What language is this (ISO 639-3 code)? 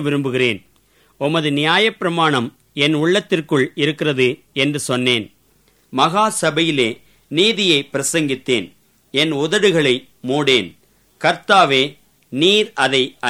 tam